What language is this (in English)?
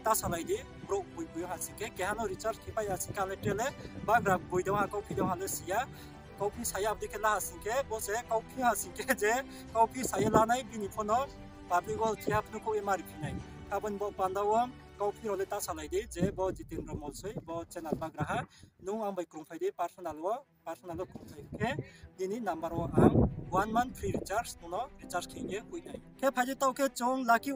Riang (India)